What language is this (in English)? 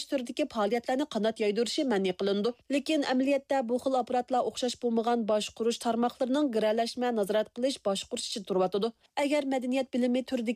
Uyghur